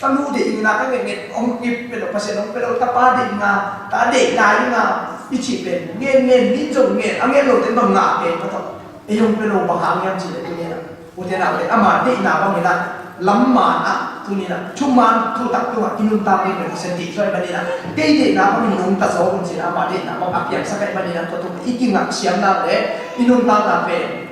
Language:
Tedim Chin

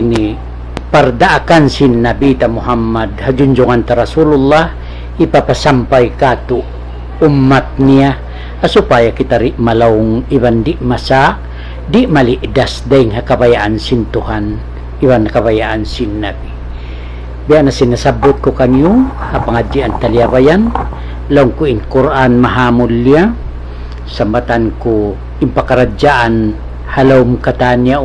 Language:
Tausug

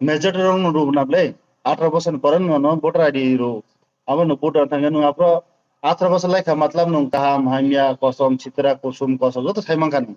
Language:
Kok Borok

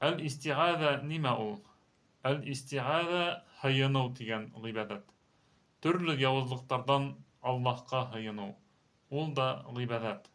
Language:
Bashkir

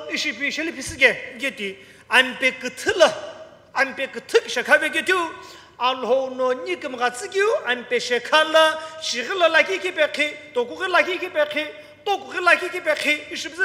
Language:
Sumi Naga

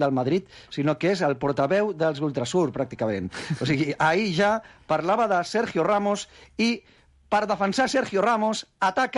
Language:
Catalan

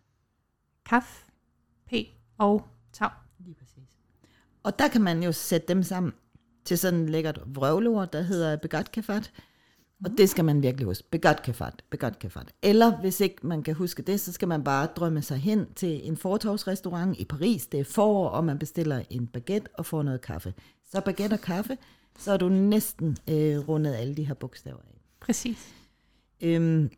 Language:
Danish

